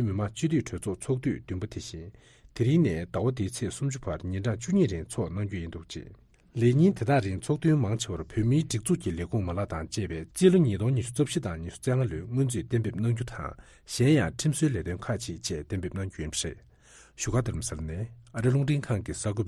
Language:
Tibetan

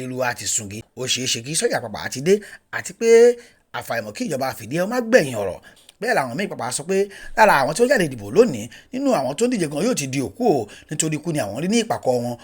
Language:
Yoruba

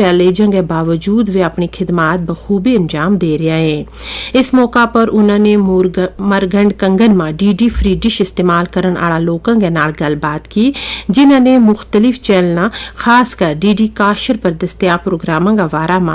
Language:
Gujari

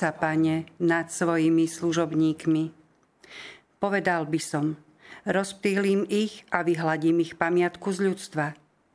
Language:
Slovak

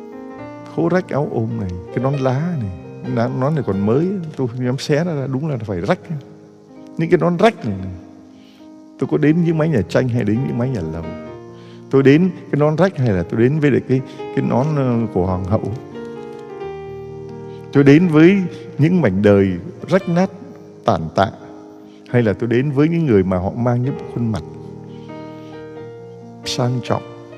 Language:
Vietnamese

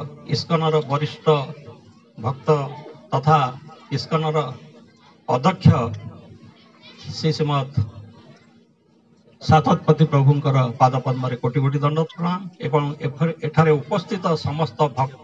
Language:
Odia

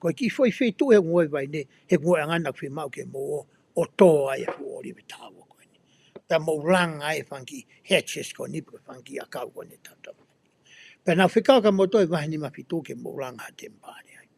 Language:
Tongan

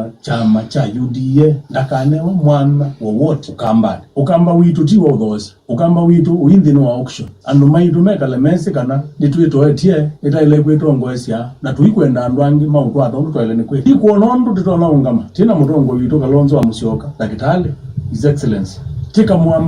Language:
Kamba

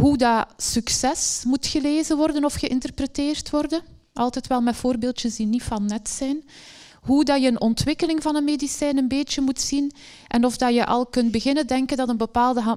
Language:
Dutch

